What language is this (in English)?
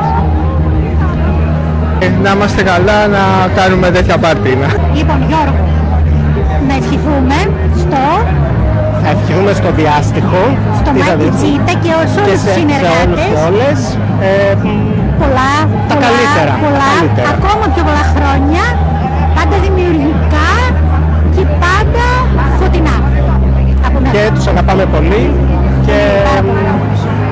Greek